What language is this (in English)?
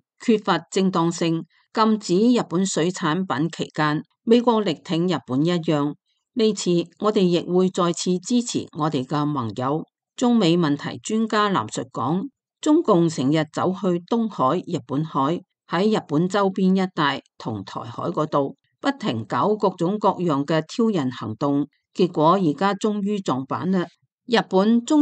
Cantonese